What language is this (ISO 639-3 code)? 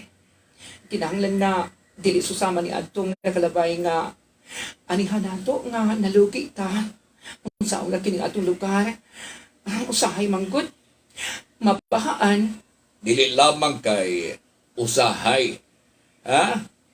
ceb